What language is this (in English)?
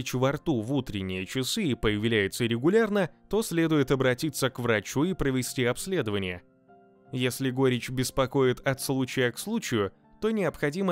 Russian